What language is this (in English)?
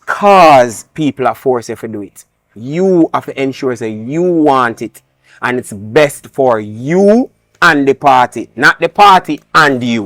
Jamaican Creole English